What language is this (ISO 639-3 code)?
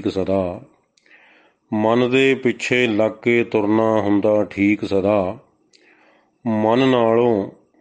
pan